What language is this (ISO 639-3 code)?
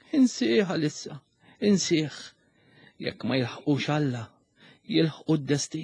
mlt